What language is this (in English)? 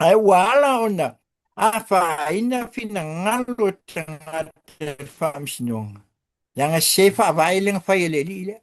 Samoan